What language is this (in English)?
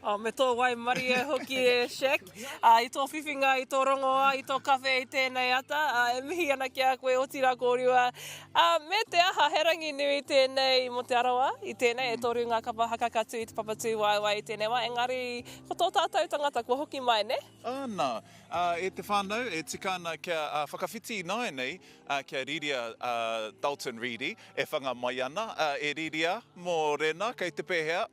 Māori